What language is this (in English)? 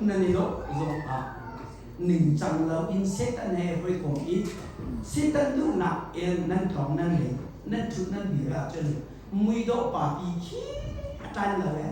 Hakha Chin